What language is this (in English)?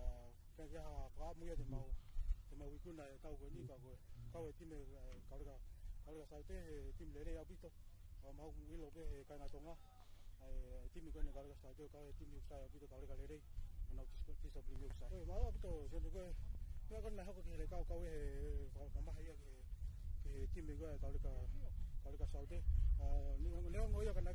Tongan